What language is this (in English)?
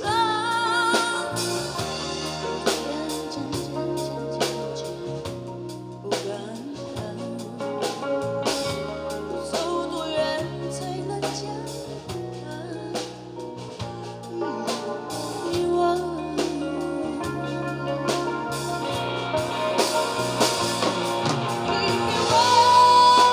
Chinese